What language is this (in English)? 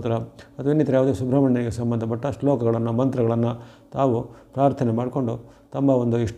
Kannada